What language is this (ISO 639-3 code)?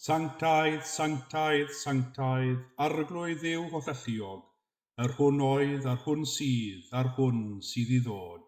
cym